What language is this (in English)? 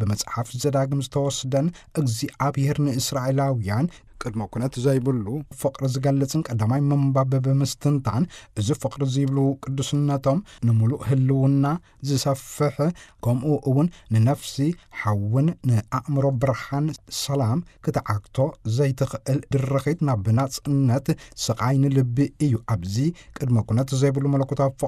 Tigrinya